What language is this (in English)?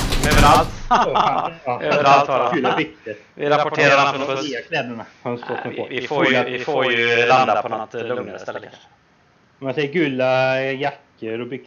Swedish